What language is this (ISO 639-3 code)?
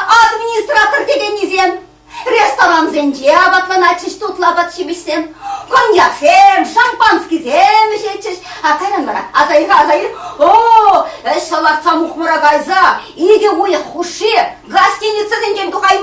chv